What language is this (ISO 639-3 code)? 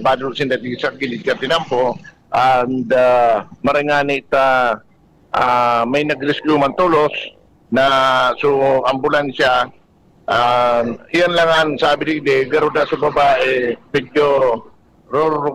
bik